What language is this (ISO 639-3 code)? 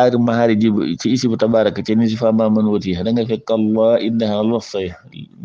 wol